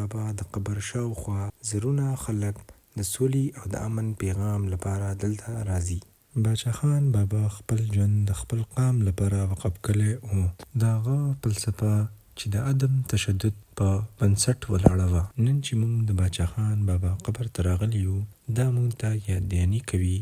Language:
Pashto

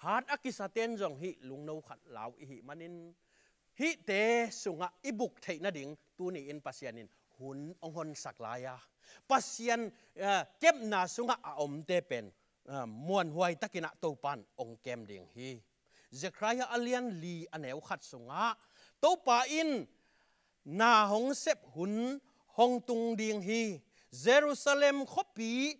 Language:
Tedim Chin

